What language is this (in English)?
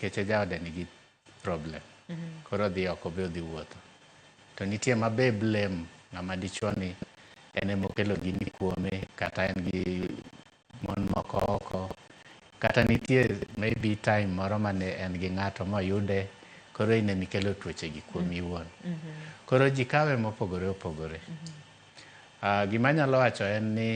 Luo (Kenya and Tanzania)